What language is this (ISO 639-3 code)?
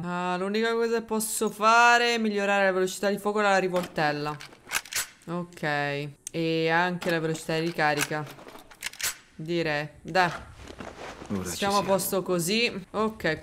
ita